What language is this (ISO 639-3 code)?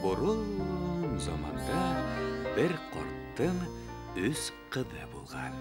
bak